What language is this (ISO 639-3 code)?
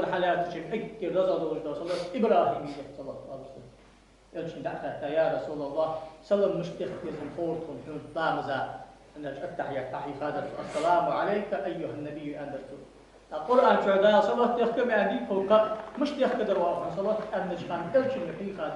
inh